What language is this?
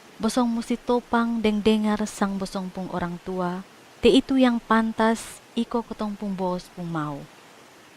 Kupang Malay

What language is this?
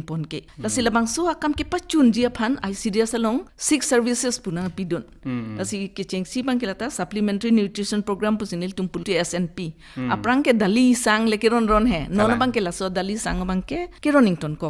Karbi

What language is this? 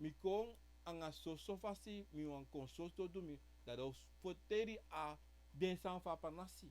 Sranan Tongo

